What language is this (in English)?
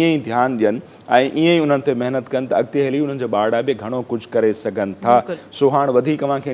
Sindhi